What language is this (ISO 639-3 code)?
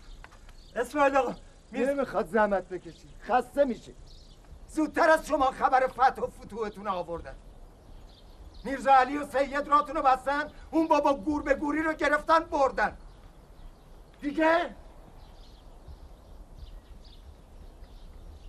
fas